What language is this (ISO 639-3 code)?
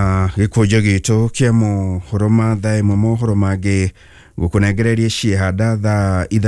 kik